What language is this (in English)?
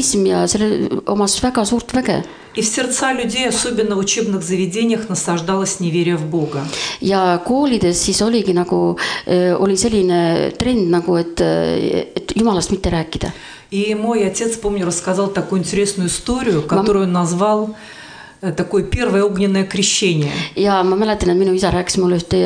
Estonian